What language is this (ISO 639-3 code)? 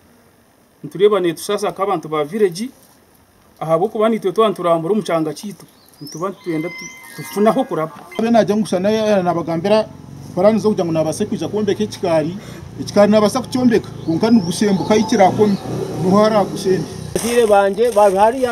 nyn